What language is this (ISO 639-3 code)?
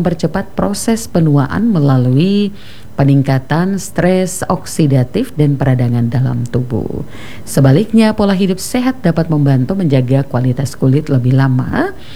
ind